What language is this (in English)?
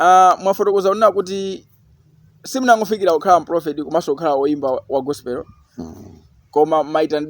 Nyanja